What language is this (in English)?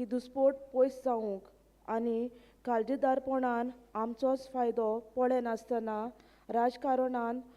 Konkani